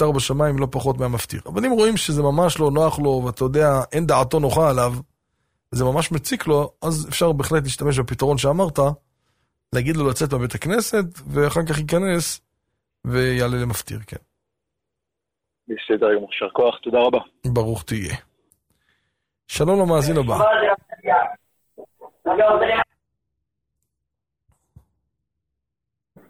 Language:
Hebrew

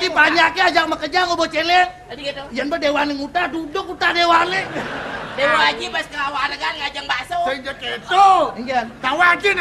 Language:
Balinese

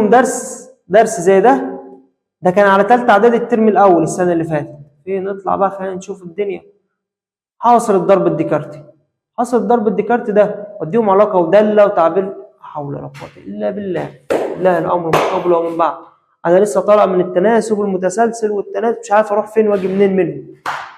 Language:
Egyptian Arabic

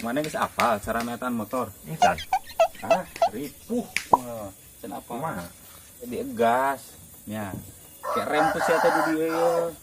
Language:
Sundanese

